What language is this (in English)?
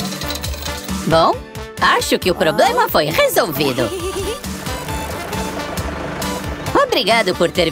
Portuguese